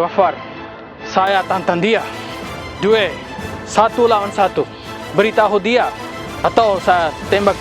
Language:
Makassar Malay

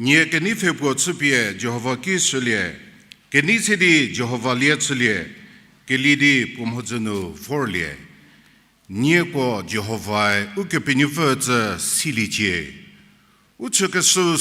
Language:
Angami Naga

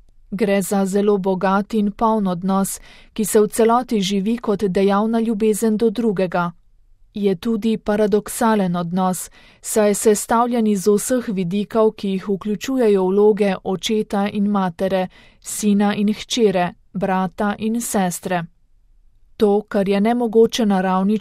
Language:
Slovenian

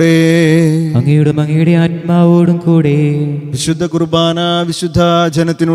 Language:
Malayalam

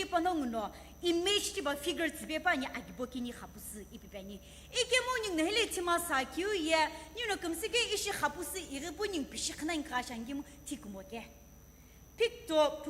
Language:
Sumi Naga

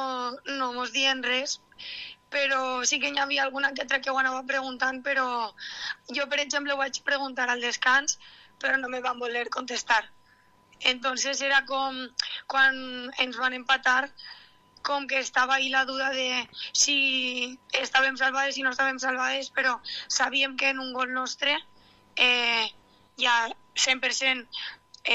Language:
Catalan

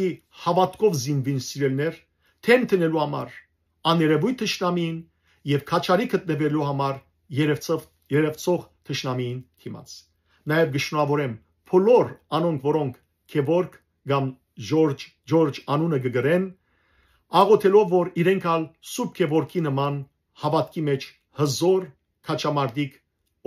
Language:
Western Armenian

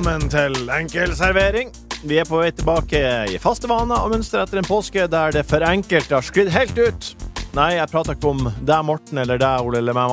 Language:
Norwegian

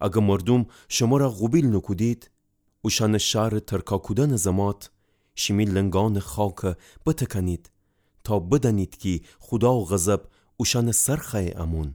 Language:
Gilaki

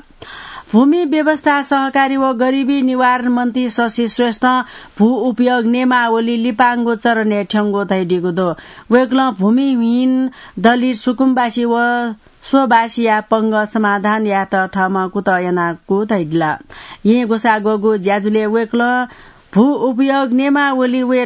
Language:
Newari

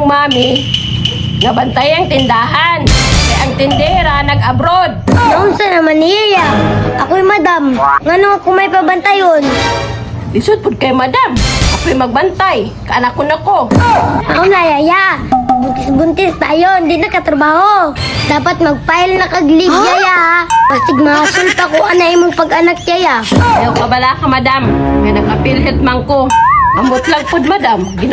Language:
Cebuano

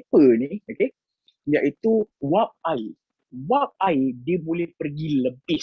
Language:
Malay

